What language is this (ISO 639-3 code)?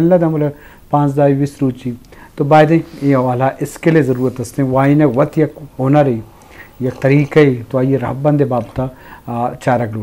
bgp